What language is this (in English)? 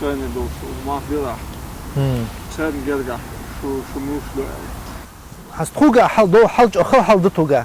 Chechen